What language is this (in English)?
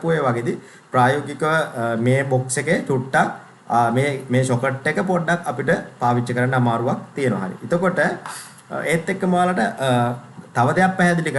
Sinhala